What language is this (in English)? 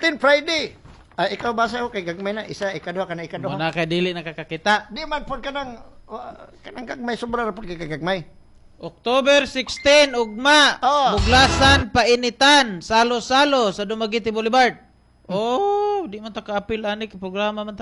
Cebuano